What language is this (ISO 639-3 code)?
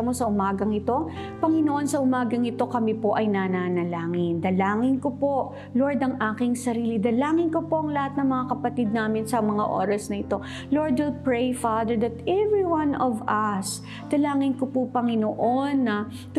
fil